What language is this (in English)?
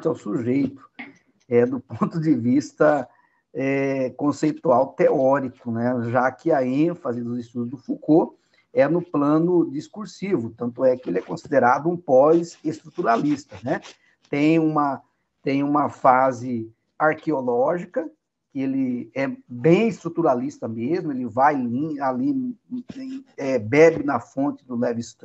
Portuguese